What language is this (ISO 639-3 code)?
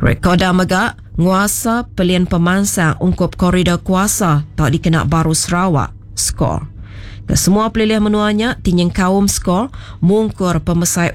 iba